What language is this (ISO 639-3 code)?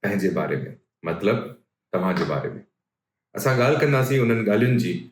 snd